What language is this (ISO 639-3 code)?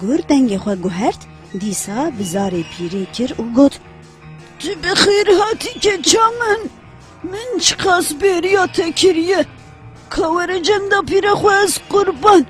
kur